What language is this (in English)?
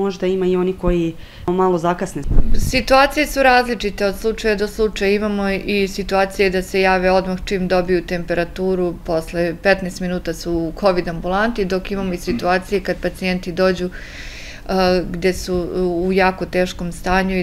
Serbian